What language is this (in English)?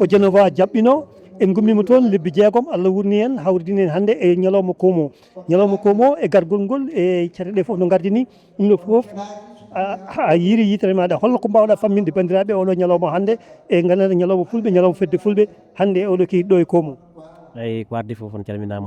Fula